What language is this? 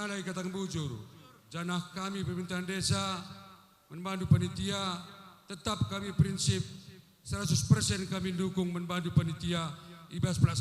Batak Karo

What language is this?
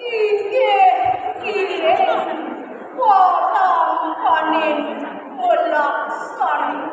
Balinese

